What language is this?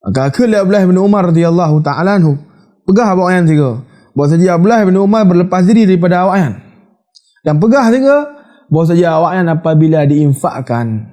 Achinese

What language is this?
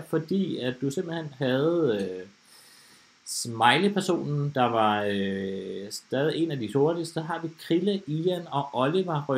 Danish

